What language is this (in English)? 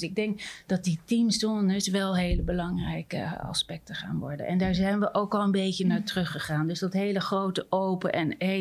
Dutch